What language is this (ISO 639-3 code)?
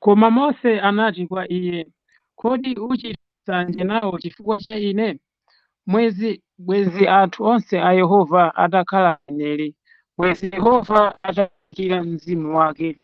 nya